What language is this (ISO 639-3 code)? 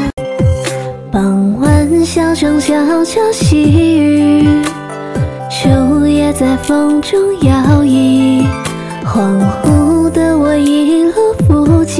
zho